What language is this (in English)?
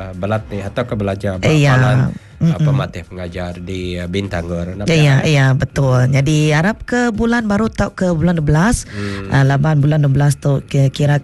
Iban